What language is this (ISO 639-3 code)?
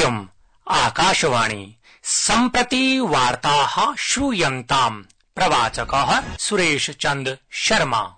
san